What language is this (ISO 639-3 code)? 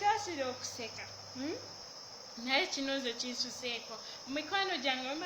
lug